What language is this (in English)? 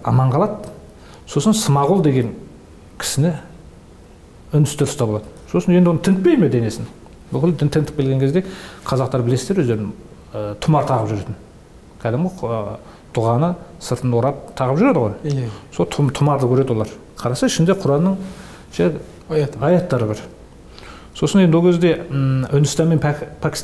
Kazakh